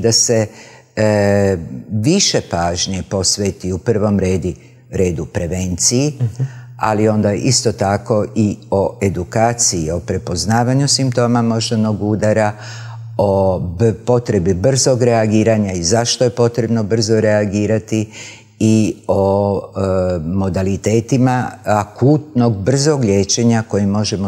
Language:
Croatian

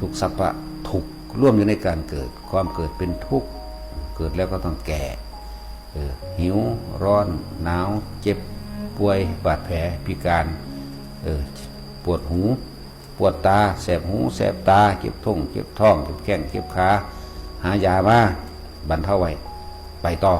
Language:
Northeastern Thai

